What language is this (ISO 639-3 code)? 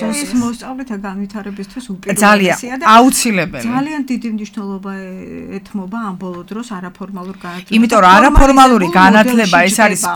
kat